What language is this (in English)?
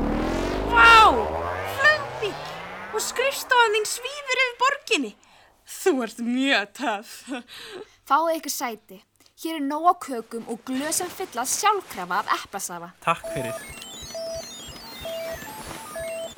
Icelandic